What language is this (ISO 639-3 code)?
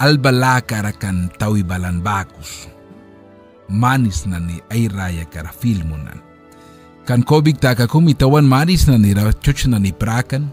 miq